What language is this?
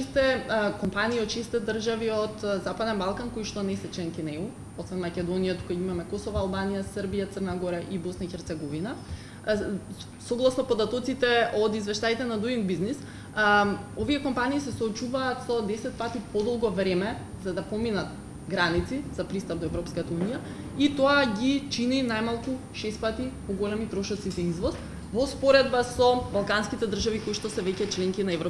Macedonian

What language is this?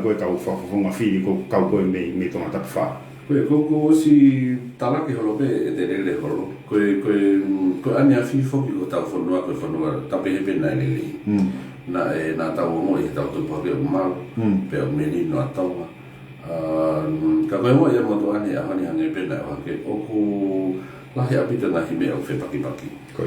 Tongan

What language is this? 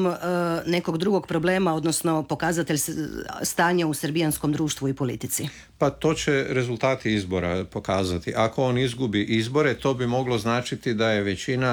Croatian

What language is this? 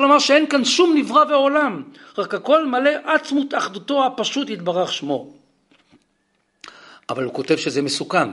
Hebrew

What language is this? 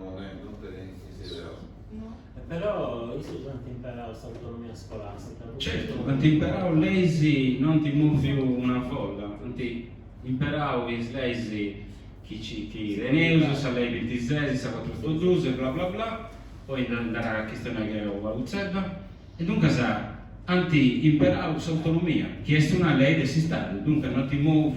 Sardinian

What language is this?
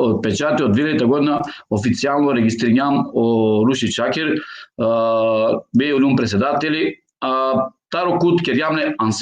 Balkan Romani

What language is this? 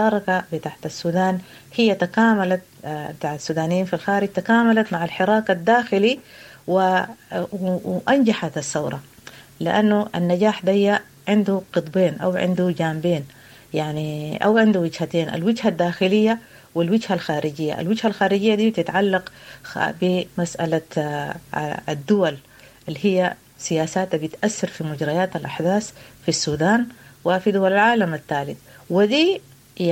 Sudanese Arabic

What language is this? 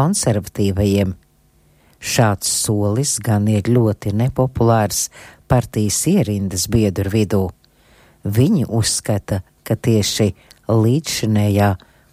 Latvian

